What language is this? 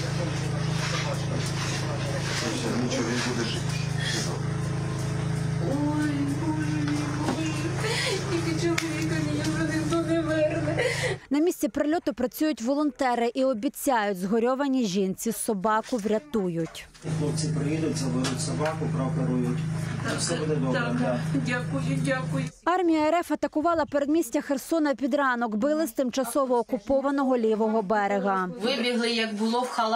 Ukrainian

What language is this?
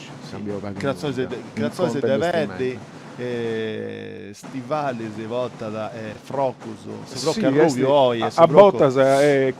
Sardinian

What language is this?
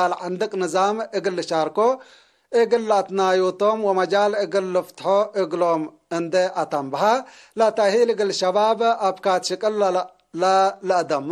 Tigre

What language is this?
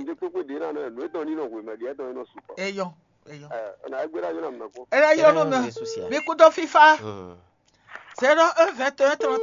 Fon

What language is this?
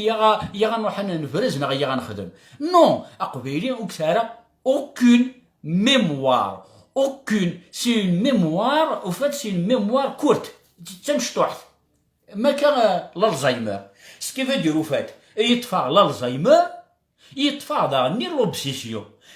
Kabyle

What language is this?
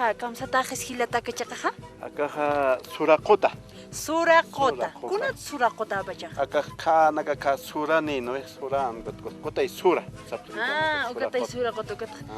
Aymara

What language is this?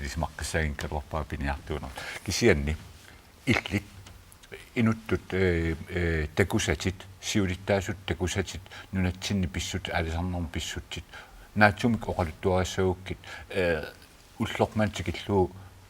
Kalaallisut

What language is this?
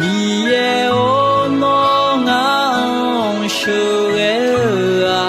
Akha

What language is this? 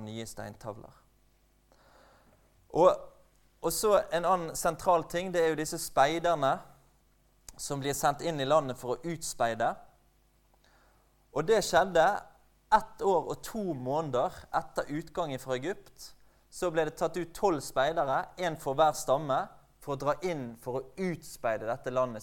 Norwegian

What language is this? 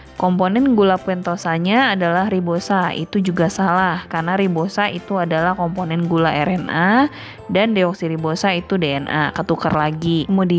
Indonesian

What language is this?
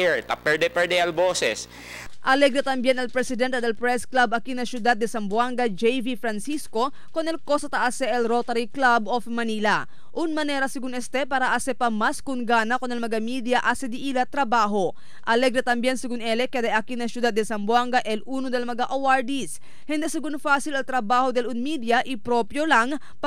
Chavacano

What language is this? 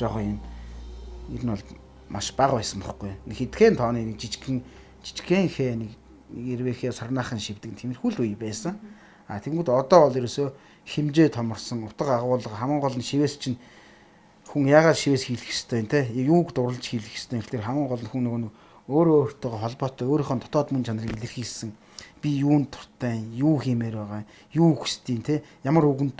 Mongolian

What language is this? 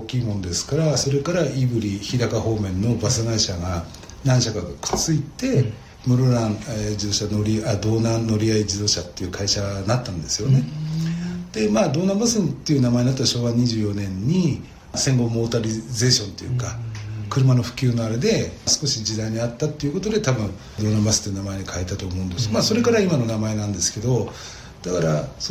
Japanese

